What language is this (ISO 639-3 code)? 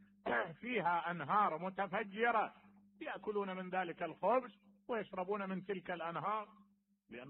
acm